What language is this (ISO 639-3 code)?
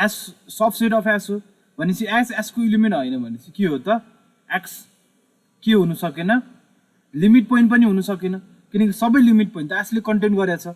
nep